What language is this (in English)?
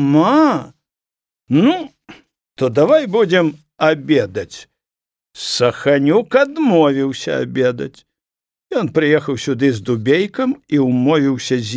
Belarusian